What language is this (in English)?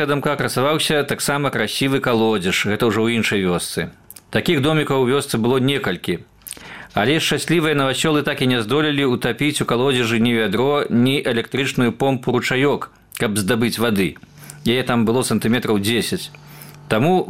Belarusian